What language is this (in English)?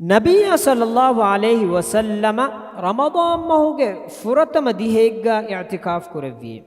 Divehi